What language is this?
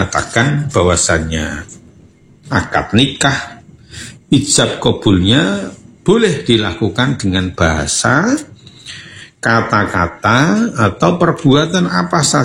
Indonesian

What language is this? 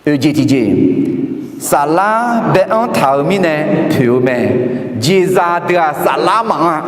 Akha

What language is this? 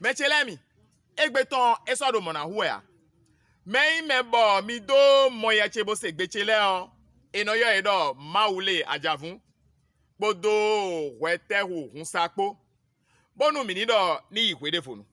Fon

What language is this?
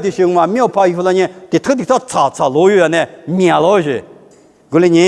Lisu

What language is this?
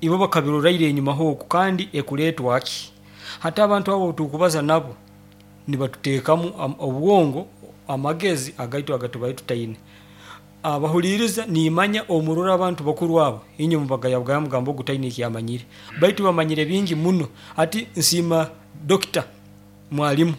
Nyoro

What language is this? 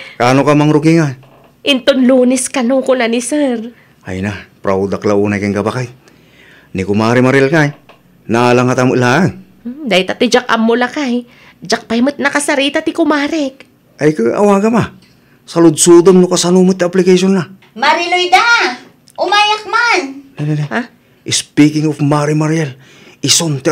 Iloko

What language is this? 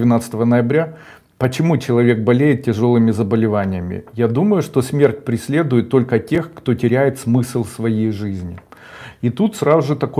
Russian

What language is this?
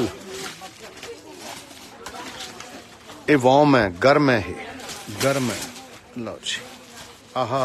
Punjabi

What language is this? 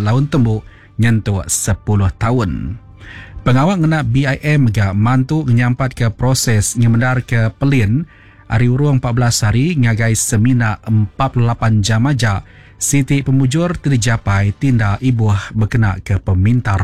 Iban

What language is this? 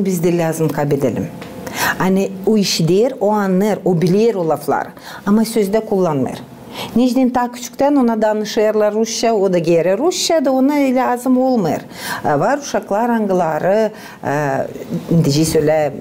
Gagauz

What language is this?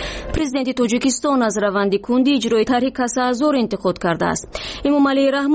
Persian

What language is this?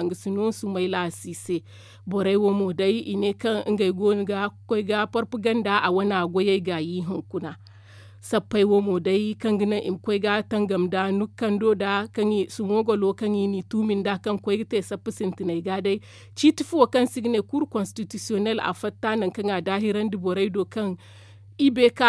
Zarma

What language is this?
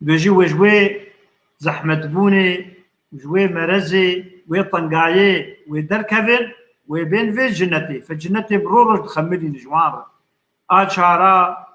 Kurdish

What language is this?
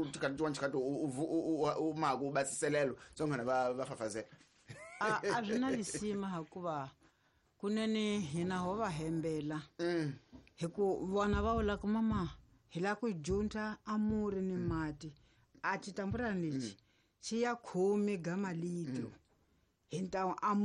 Tsonga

